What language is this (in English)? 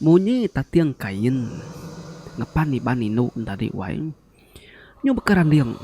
Iban